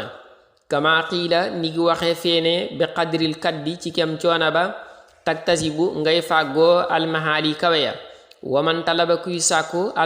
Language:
Wolof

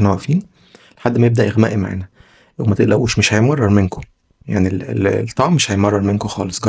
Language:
Egyptian Arabic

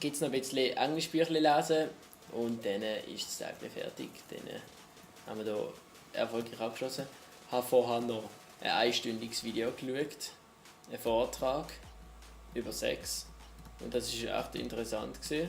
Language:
Swiss German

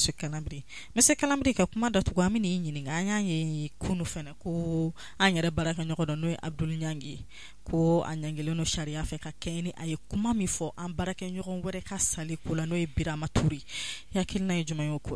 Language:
Bambara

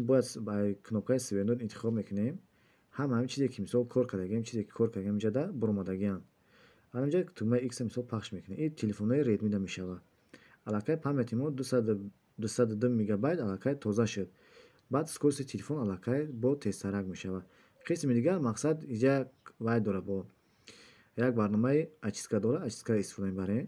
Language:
Tajik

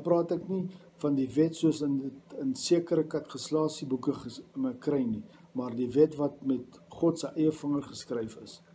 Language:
Afrikaans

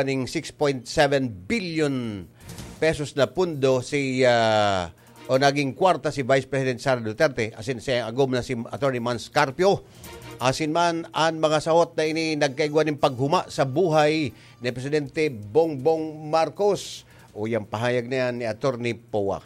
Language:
Bikol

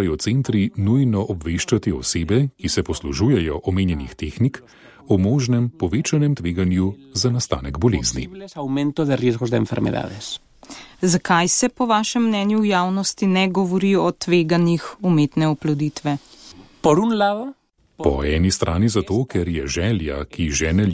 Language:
Slovenian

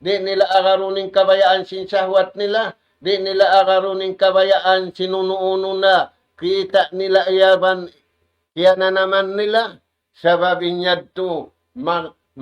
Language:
Tausug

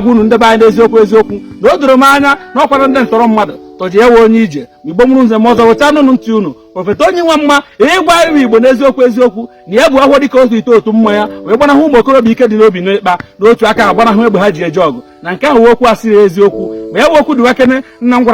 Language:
Igbo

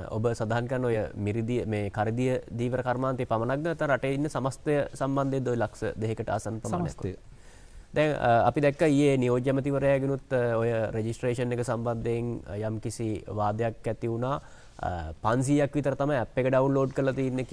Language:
Sinhala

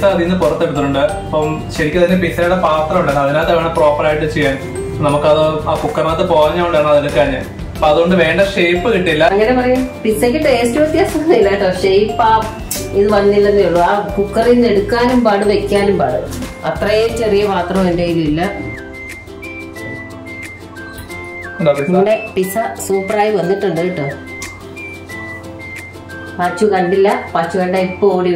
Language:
Malayalam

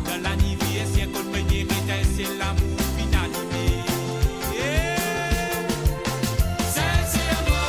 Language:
Morisyen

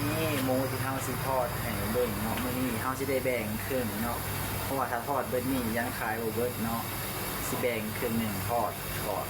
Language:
Lao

